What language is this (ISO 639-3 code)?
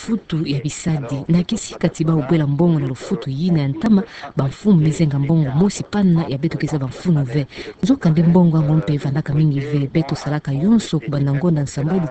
ktu